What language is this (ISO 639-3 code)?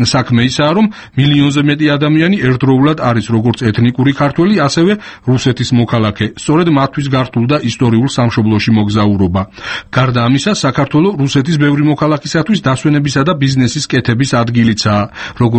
kat